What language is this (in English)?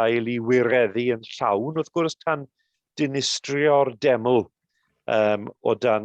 Welsh